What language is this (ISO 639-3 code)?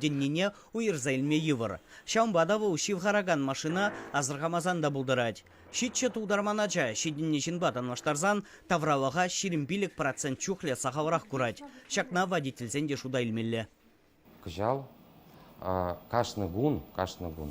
chv